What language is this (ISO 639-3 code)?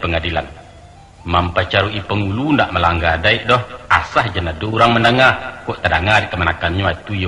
min